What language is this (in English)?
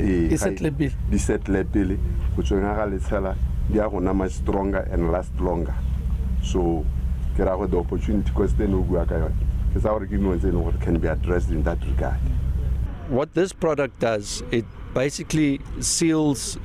Tswana